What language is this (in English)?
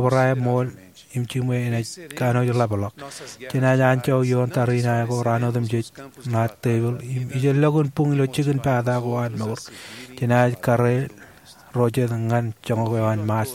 Marshallese